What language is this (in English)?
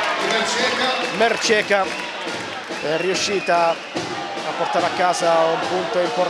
Italian